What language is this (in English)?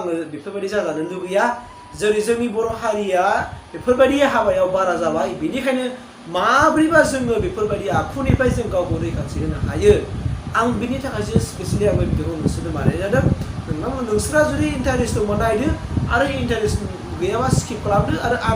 Bodo